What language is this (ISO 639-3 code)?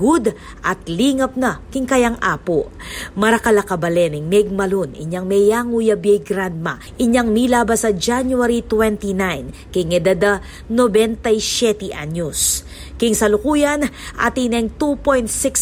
pam